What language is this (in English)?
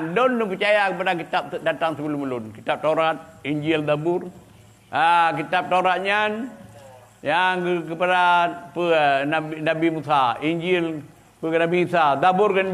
Achinese